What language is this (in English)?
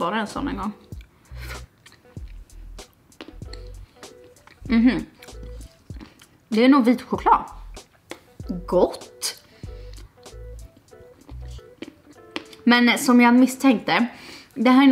Swedish